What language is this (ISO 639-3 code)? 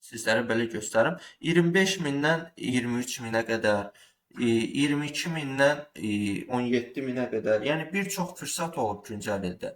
aze